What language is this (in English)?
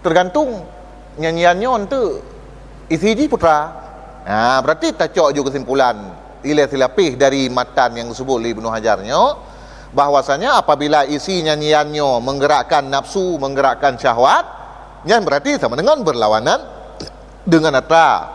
Achinese